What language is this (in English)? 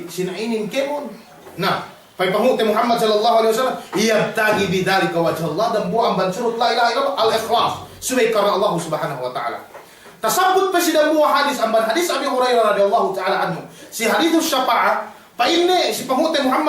Yakan